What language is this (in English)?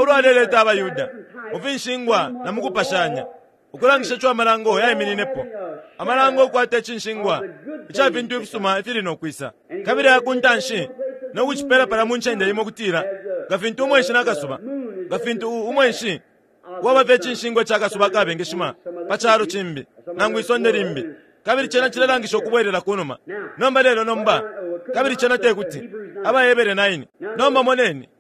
Bemba